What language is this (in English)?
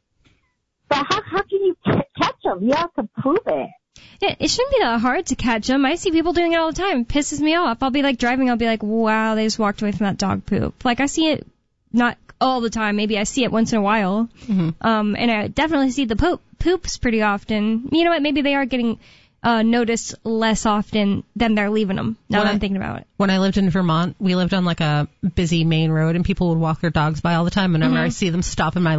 English